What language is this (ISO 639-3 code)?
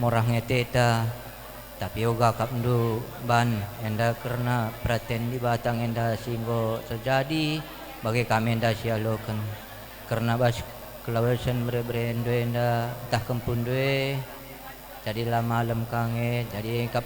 btx